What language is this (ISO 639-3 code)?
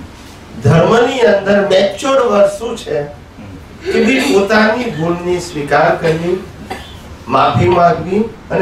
guj